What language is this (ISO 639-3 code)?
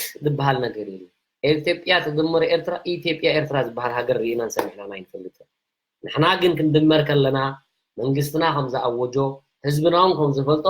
tir